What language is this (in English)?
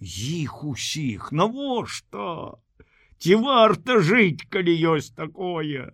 Belarusian